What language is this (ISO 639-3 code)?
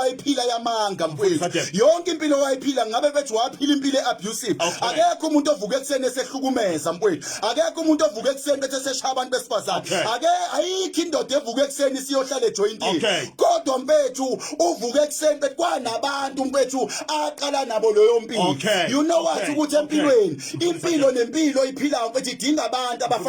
zul